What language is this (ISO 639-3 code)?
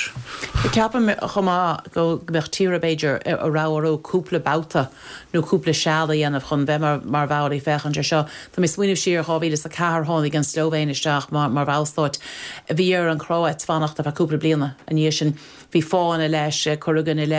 gle